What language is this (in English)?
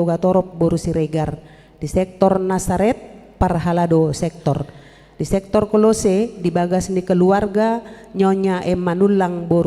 Batak Toba